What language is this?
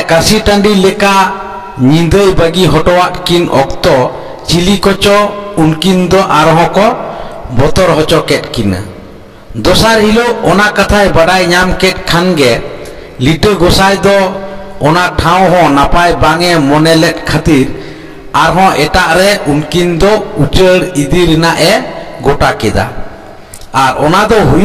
Santali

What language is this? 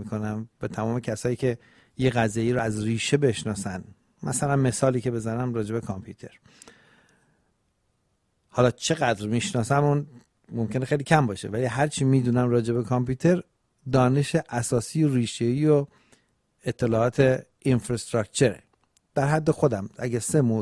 Persian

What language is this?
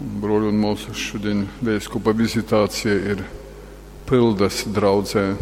Latgalian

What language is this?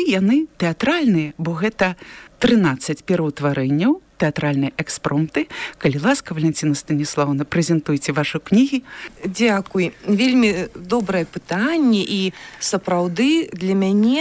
Belarusian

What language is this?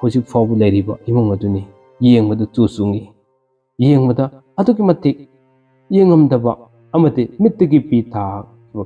Manipuri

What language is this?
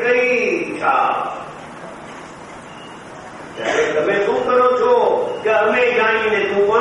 Gujarati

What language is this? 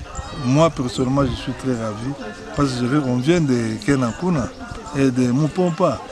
Luba-Lulua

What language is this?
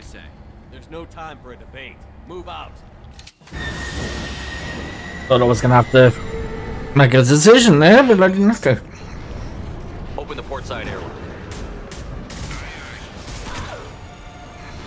English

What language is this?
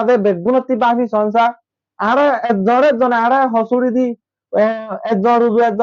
Rohingya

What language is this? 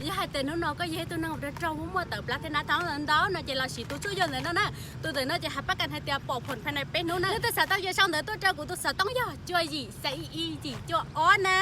Hmong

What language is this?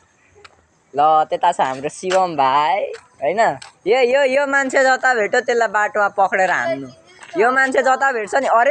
Nepali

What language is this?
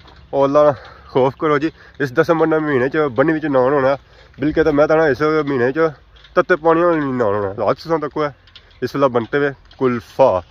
Pahari-Potwari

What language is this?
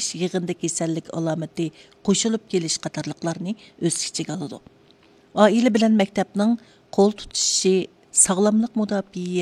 Uyghur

